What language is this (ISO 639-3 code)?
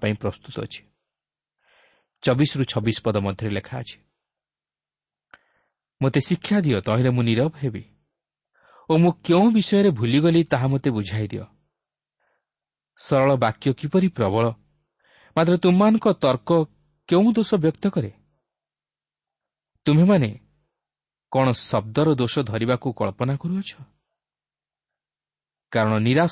ori